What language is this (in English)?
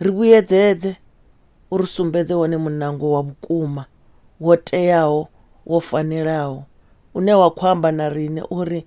Venda